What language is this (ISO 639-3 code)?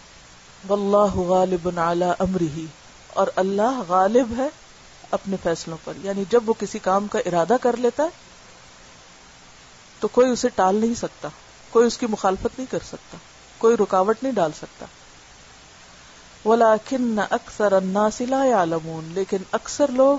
urd